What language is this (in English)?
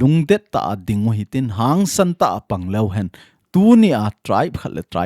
Thado Chin